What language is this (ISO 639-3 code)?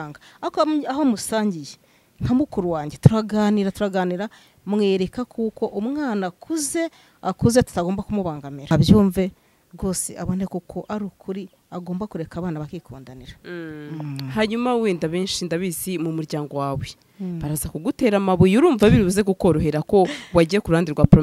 kin